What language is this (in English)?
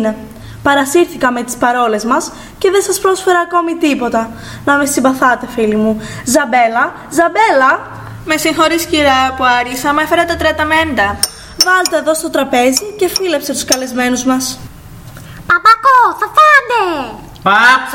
Greek